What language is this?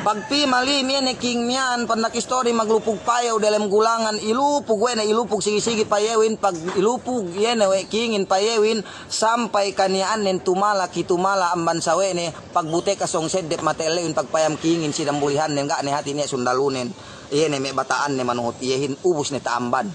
Yakan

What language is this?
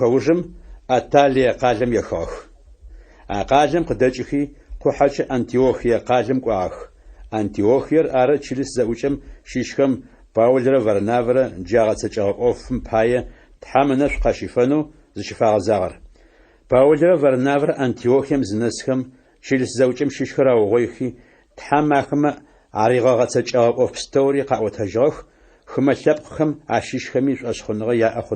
Adyghe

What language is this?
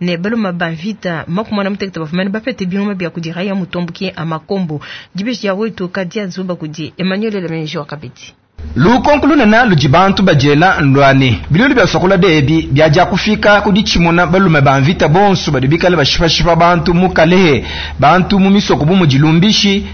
Luba-Lulua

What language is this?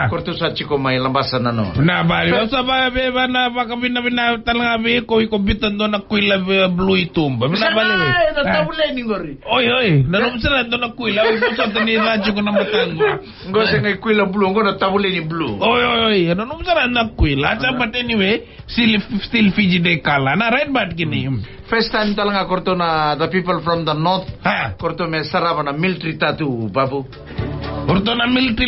Fijian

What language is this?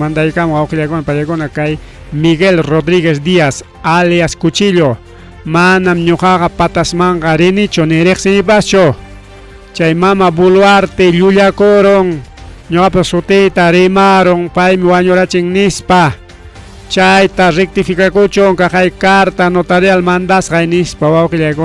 Ayacucho Quechua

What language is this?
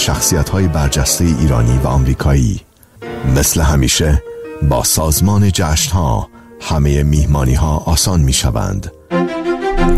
Persian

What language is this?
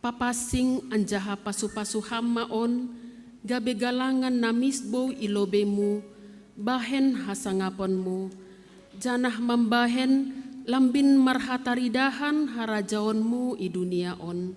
Batak Simalungun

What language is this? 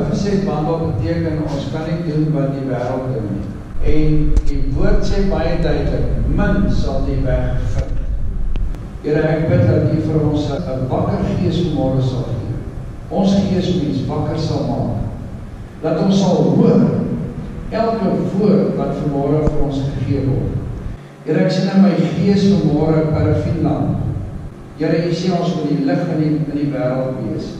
Afrikaans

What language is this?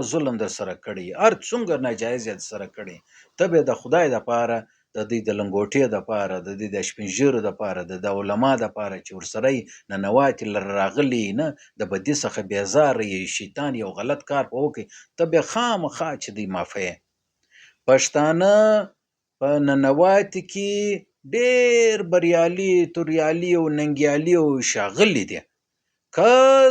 Pashto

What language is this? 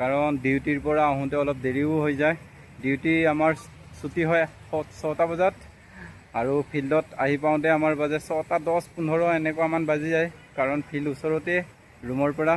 Assamese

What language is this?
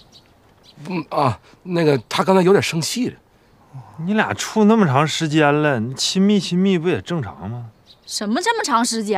Chinese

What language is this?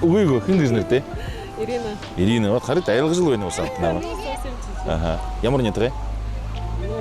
Buriat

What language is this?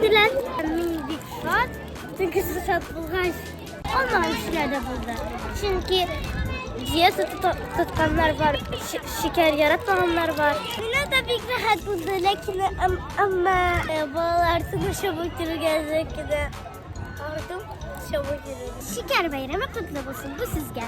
Tatar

